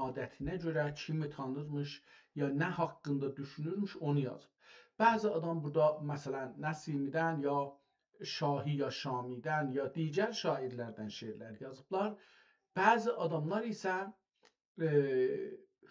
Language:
South Azerbaijani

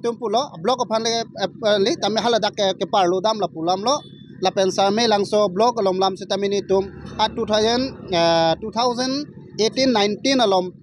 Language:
Karbi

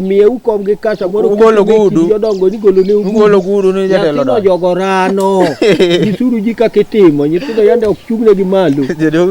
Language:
Luo (Kenya and Tanzania)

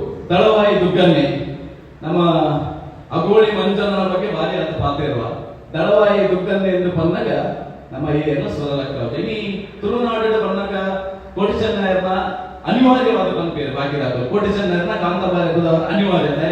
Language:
Tulu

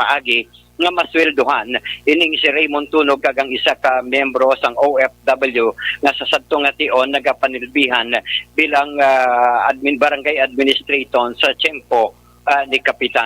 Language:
Hiligaynon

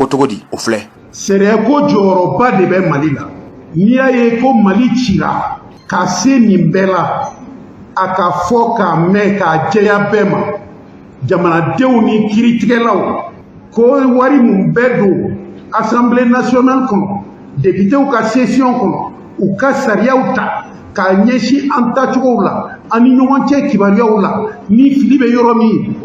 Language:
Bambara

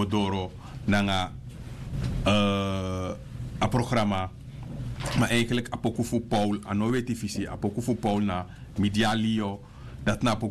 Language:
Sranan Tongo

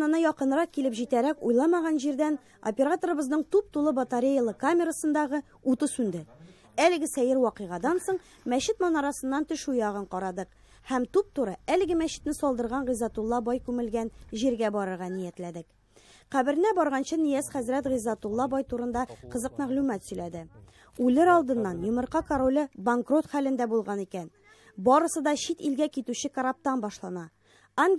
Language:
Tatar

